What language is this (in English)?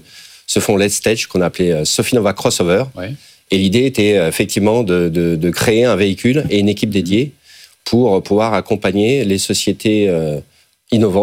French